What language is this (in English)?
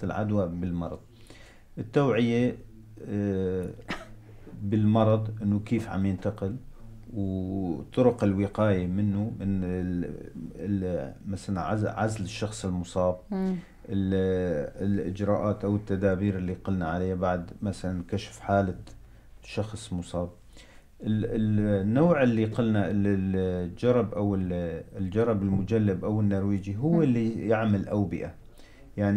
North Levantine Arabic